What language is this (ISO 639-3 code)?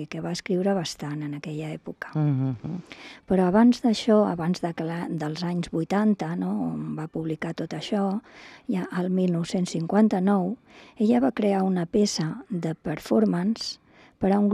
cat